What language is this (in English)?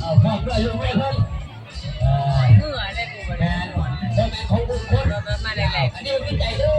Lao